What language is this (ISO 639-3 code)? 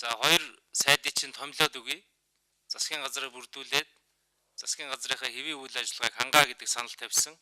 mon